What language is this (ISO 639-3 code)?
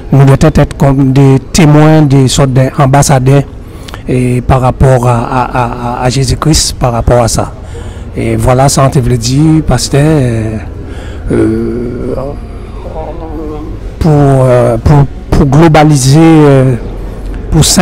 fra